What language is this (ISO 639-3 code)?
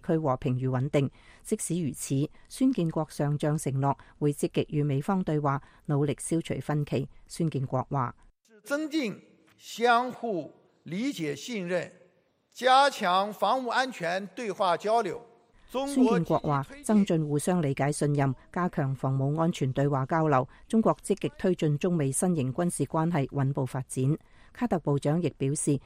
yue